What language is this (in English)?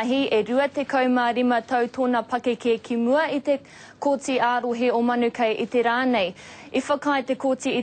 Māori